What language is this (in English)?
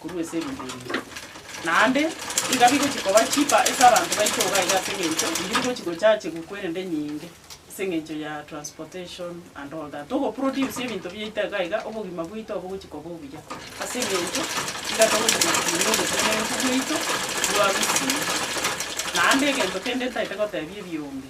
Gusii